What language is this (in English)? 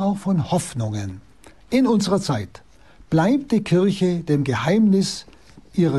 German